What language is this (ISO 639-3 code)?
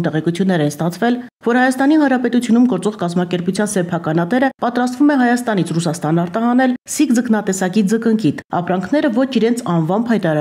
hye